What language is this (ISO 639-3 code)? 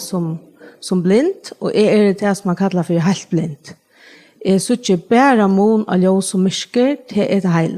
fao